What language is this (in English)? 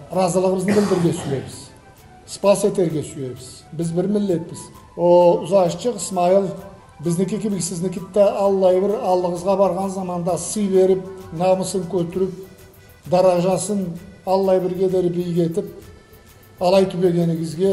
Karachay-Balkar